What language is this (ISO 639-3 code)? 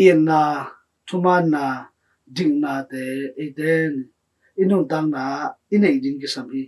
ctd